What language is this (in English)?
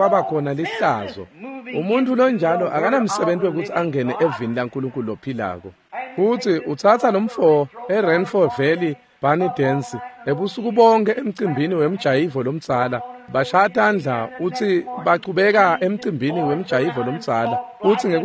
Swati